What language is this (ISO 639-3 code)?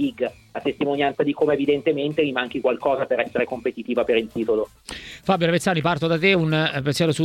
ita